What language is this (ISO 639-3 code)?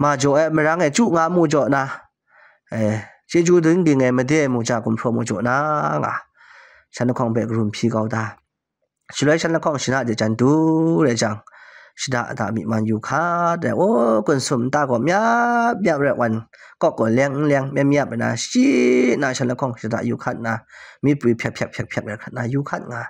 kac